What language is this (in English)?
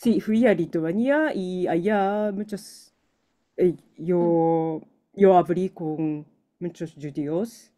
Ladino